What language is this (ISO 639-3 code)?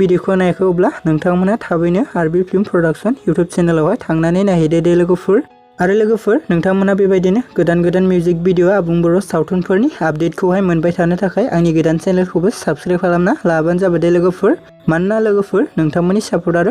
brx